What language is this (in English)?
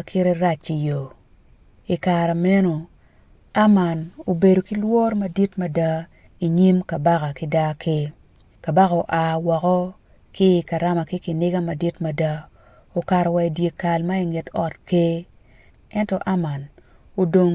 Acoli